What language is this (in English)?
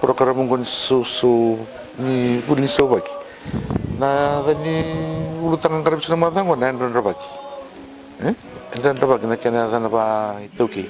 Fijian